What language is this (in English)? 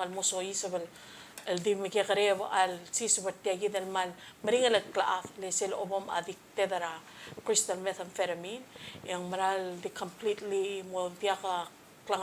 Palauan